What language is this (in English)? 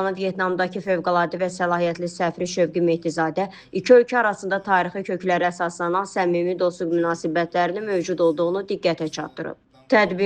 Azerbaijani